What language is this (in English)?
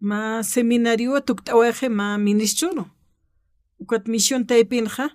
Aymara